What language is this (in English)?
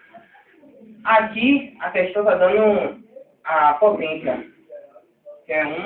Portuguese